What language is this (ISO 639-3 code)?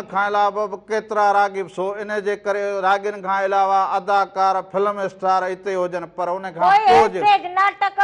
snd